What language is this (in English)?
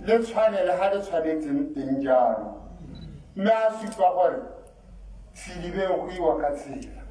Tswana